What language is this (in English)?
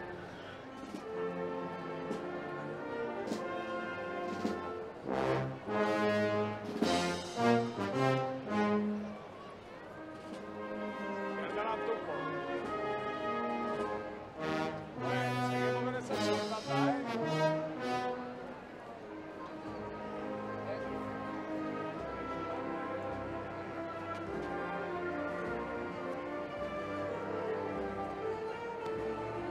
Spanish